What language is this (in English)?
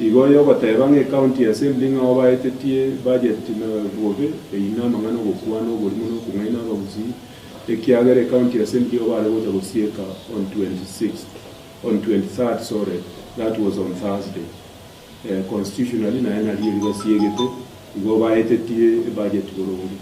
Gusii